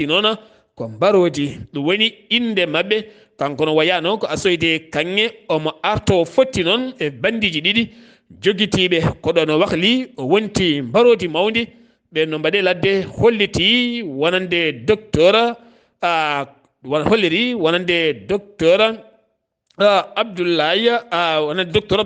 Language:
Fula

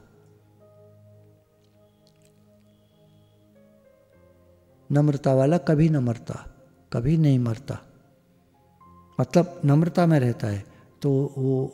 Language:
Hindi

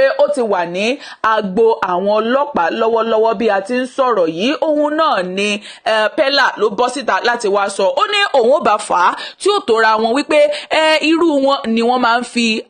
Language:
Yoruba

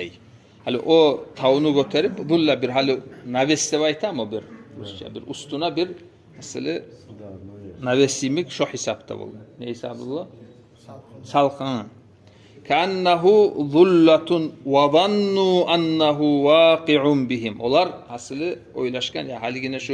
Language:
Kumyk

